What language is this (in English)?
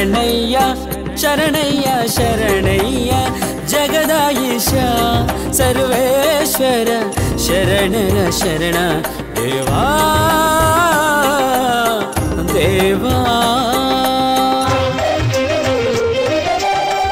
Kannada